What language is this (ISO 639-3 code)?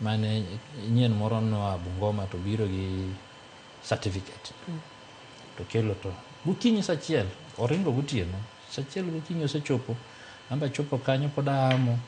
luo